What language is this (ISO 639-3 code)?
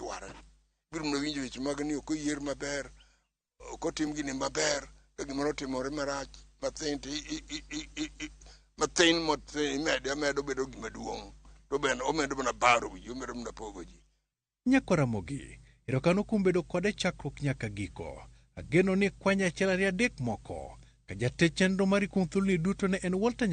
luo